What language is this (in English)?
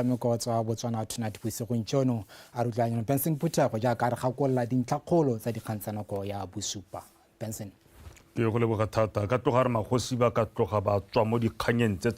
Tswana